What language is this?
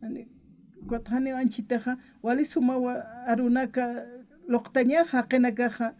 Aymara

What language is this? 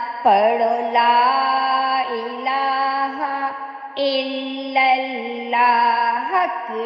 Urdu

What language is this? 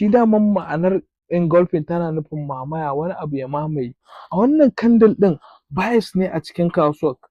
Hausa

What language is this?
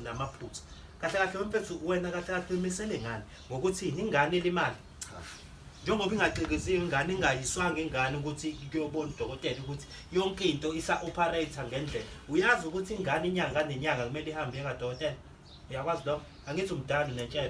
Zulu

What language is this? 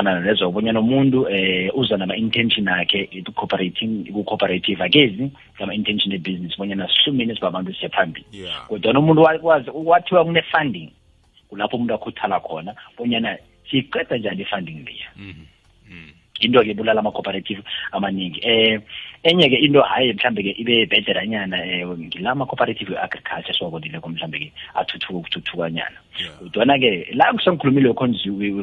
South Ndebele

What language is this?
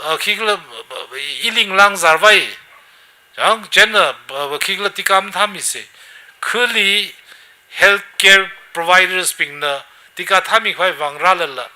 Tangkhul Naga (India)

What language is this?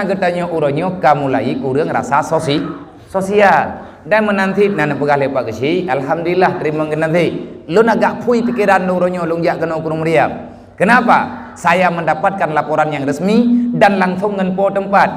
Achinese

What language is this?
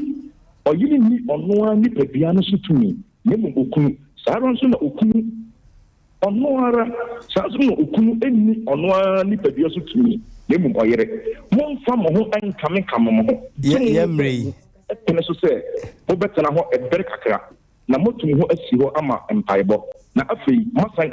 Akan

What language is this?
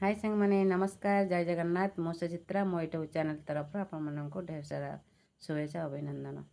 Odia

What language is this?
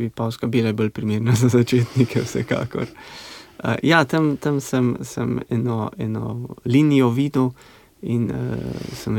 Slovenian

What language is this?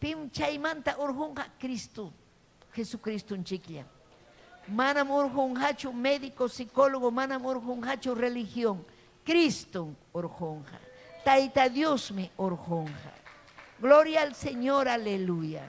Ayacucho Quechua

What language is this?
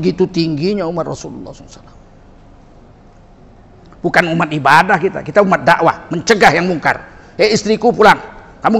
Indonesian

